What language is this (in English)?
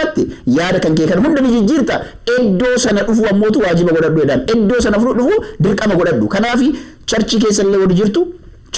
Oromo